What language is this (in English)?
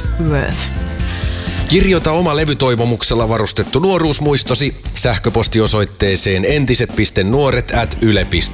Finnish